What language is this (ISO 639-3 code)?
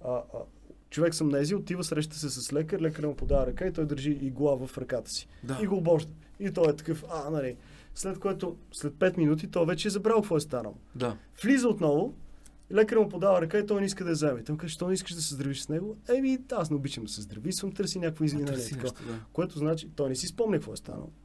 bul